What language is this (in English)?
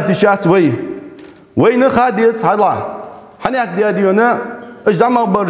Ingush